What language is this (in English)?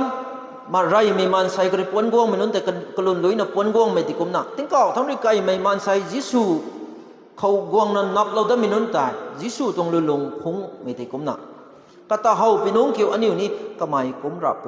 Rongmei Naga